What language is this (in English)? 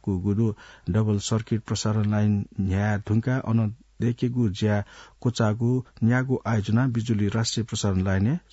Newari